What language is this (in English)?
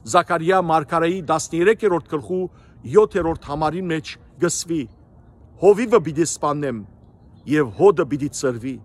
Western Armenian